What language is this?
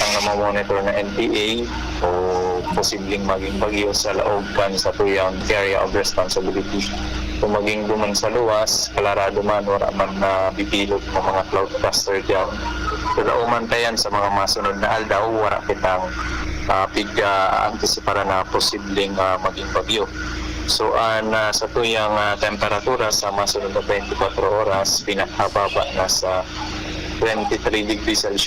Bikol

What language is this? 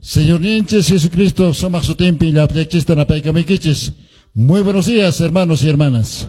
Quechua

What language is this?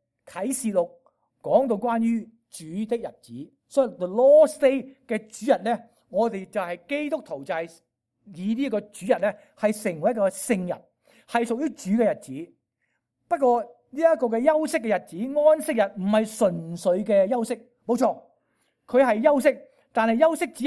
Cantonese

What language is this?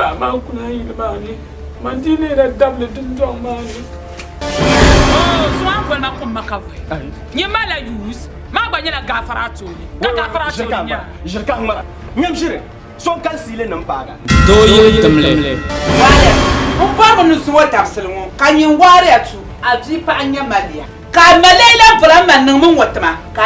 Dagbani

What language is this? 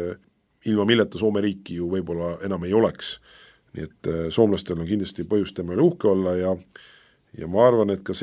Estonian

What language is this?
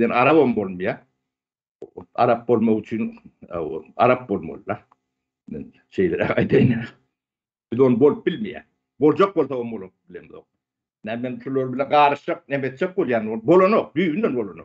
Turkmen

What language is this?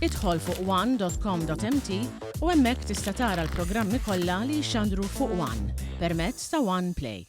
Maltese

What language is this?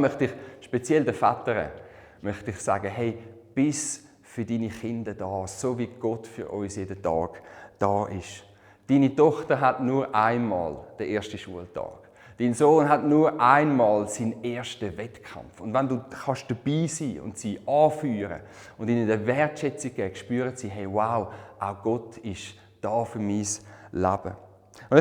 Swiss German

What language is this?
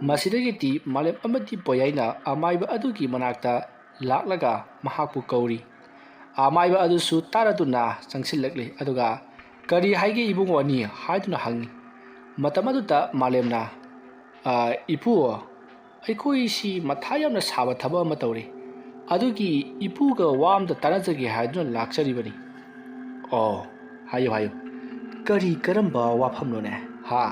Manipuri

